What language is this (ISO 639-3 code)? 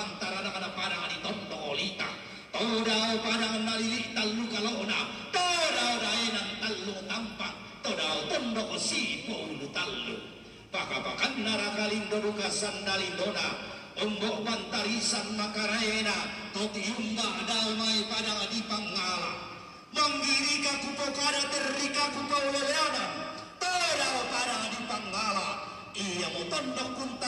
sda